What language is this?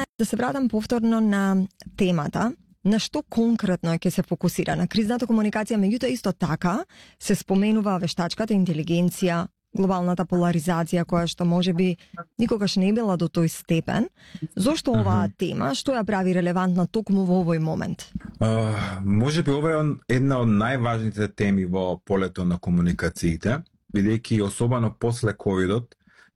Macedonian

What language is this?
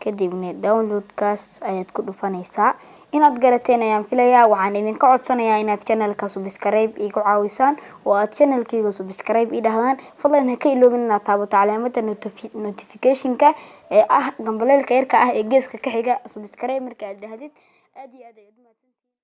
Somali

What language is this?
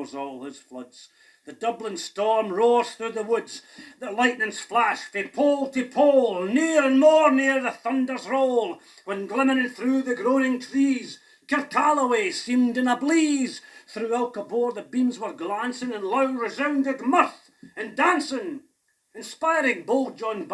Scots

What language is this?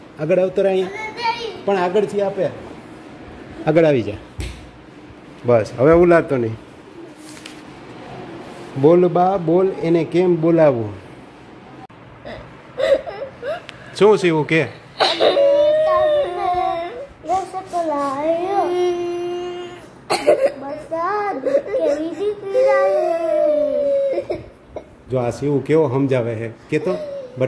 Gujarati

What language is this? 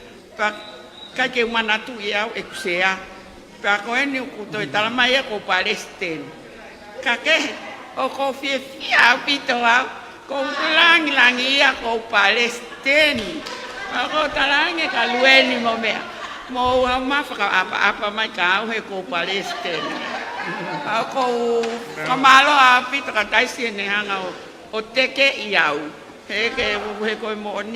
Tongan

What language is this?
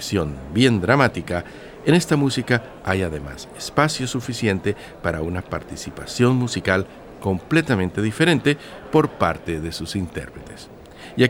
Spanish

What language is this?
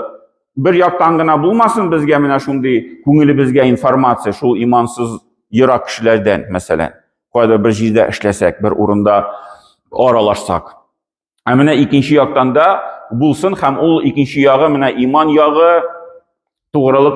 Tatar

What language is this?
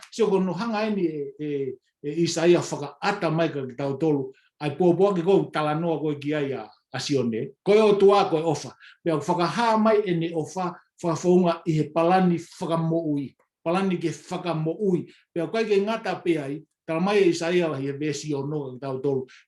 Tongan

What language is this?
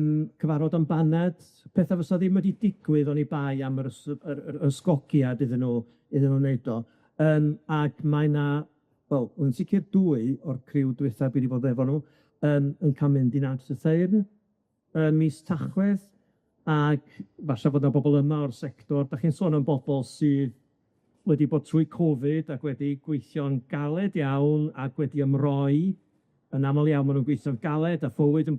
Welsh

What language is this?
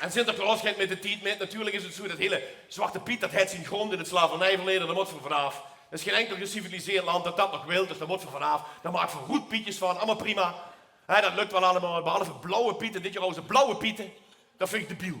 Limburgish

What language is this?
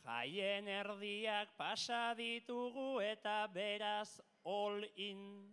Basque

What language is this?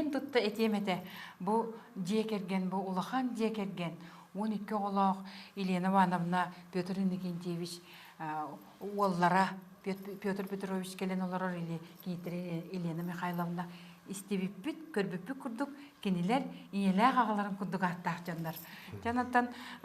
Yakut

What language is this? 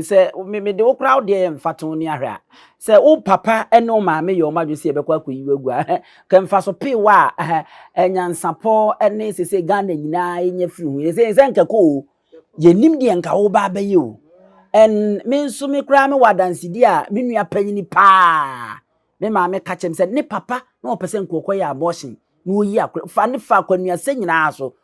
Akan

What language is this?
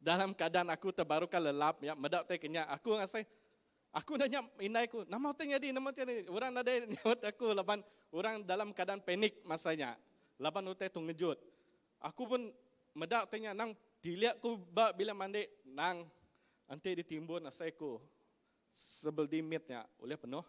Iban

